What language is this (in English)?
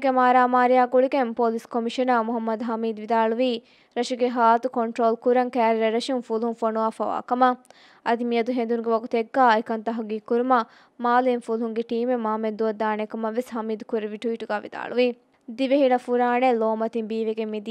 Divehi